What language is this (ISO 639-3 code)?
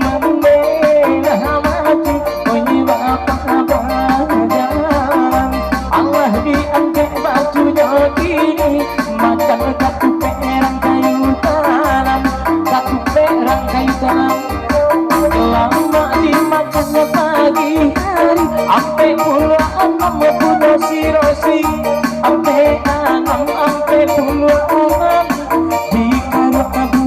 min